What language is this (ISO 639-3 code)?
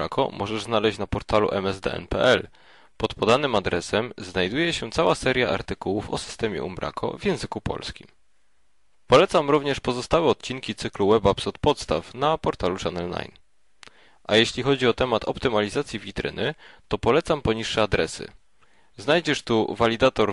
pol